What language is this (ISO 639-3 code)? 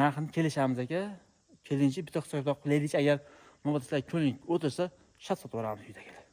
uzb